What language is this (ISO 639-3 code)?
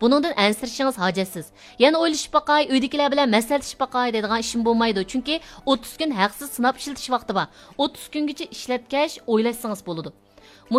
uig